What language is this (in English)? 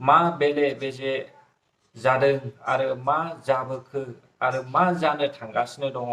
Bodo